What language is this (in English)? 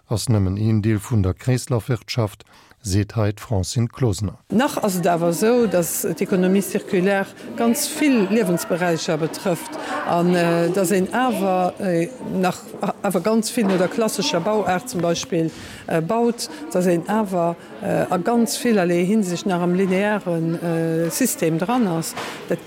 Luxembourgish